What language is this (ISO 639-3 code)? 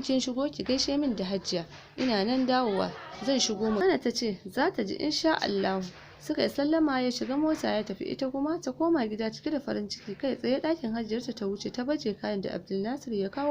hau